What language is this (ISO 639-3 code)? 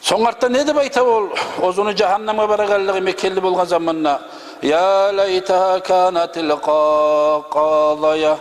kum